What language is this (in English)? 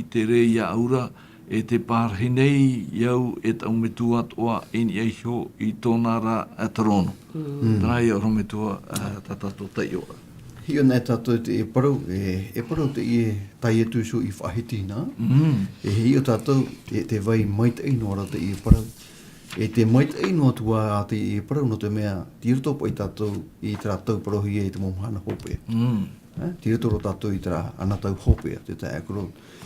Tahitian